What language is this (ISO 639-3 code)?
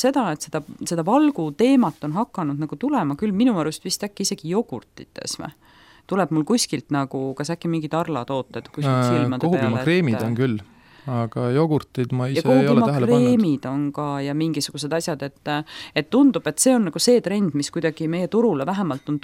est